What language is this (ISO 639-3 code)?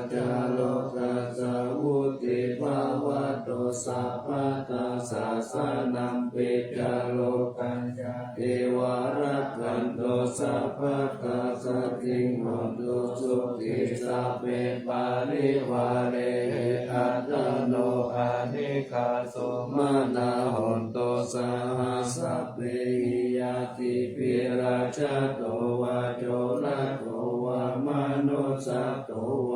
pli